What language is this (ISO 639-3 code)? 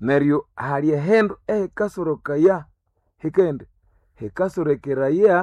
nnb